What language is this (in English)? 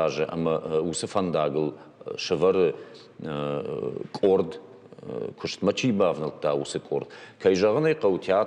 Ossetic